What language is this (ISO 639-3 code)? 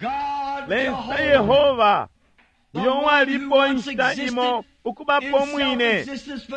bem